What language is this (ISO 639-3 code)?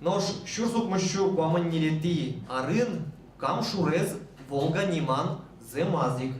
udm